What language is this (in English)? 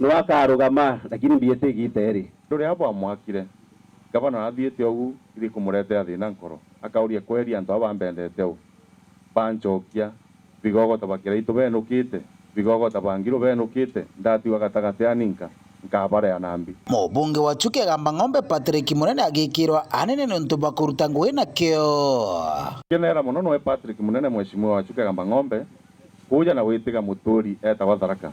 Meru